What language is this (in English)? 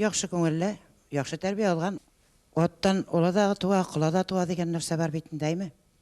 Tatar